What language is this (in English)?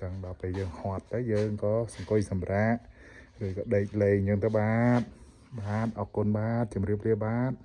Khmer